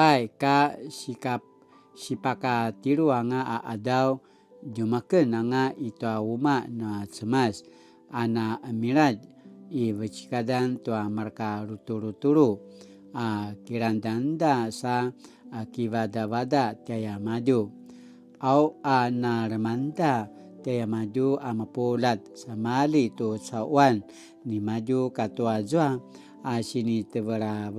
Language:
Paiwan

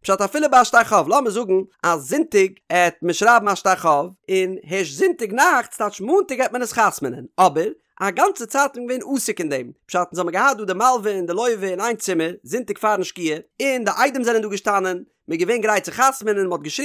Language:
Yiddish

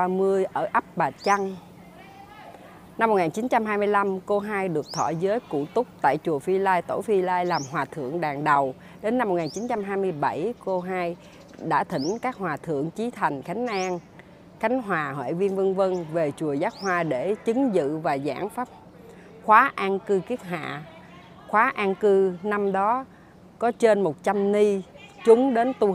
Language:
Vietnamese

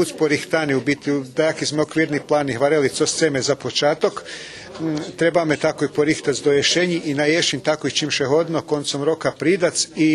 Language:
Rusyn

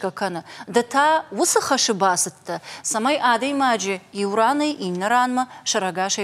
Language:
Ossetic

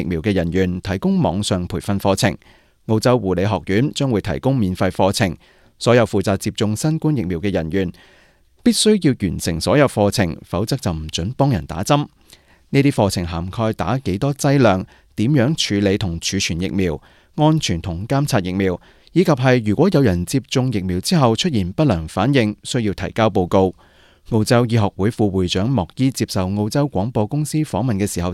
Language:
Cantonese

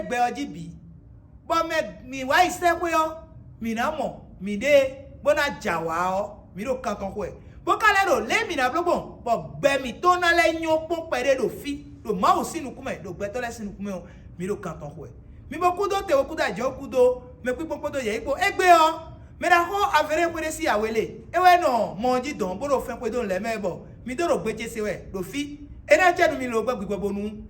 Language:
Fon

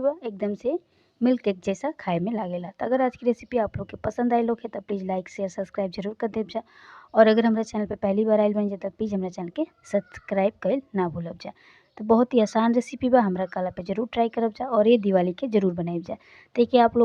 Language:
Bhojpuri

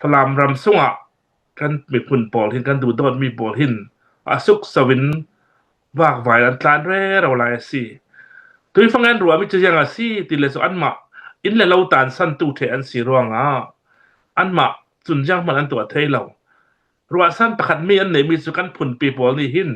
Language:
Hakha Chin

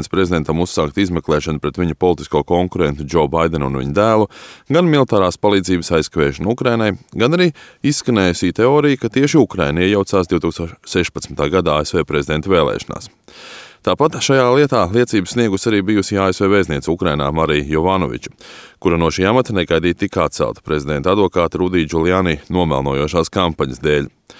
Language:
Latvian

